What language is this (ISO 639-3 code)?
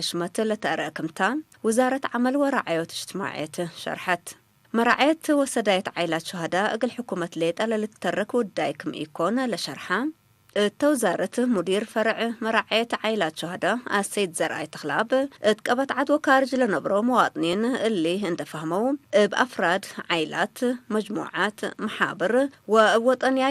tig